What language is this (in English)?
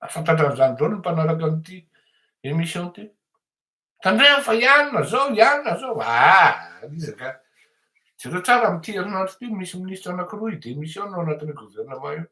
Malagasy